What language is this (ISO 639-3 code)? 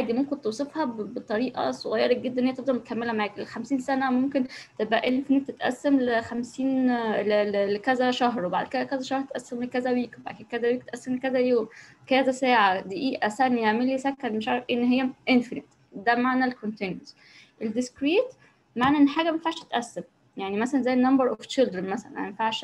arz